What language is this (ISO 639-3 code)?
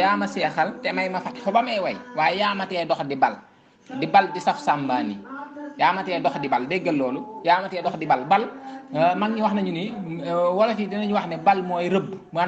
wol